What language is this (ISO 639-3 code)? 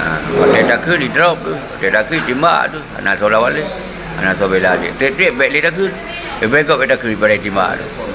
ace